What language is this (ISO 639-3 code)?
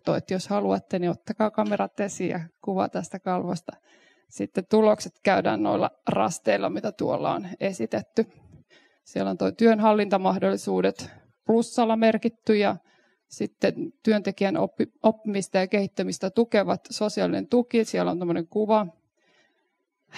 fin